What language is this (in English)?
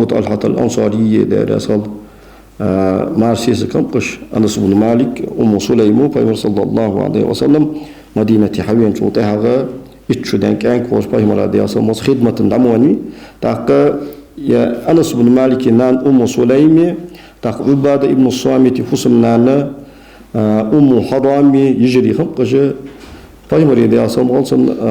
Ingush